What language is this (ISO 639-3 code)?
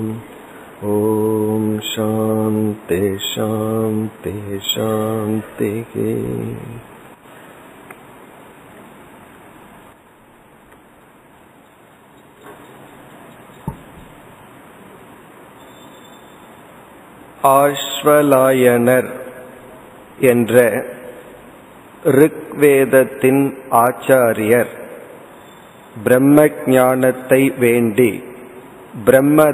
tam